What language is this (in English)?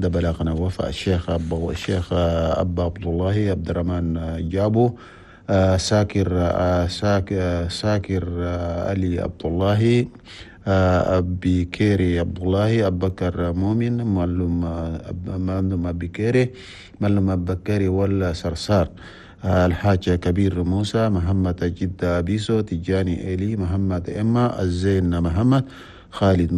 Chadian Arabic